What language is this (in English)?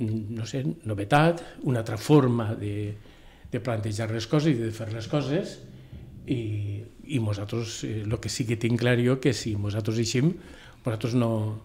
Catalan